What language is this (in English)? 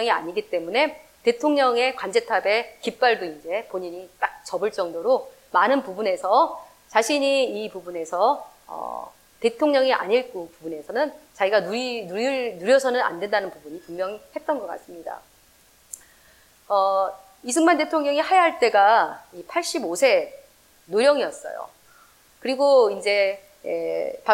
Korean